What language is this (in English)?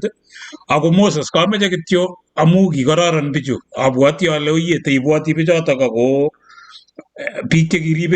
Kalenjin